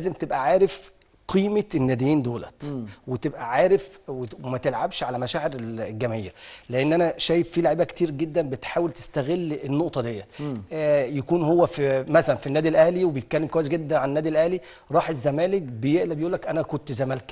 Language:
Egyptian Arabic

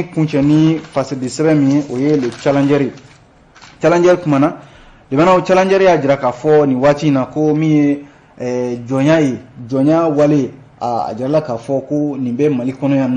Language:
Bambara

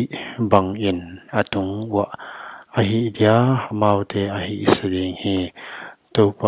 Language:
Paite Chin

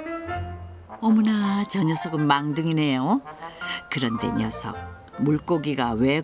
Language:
Korean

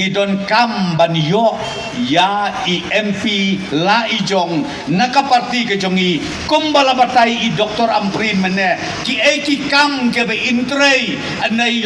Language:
Khasi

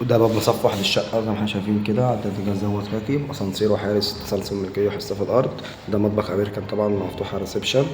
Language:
Egyptian Arabic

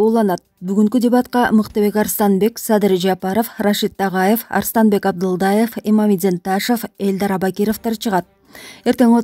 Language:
Kyrgyz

